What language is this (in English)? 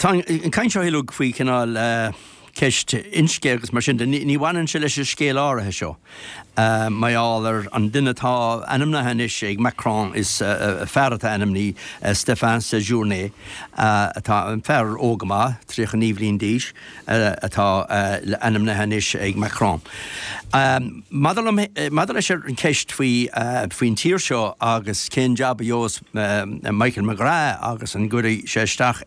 Irish